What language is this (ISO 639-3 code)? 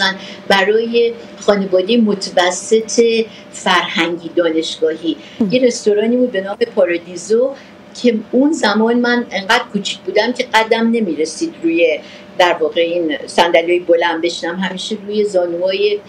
fas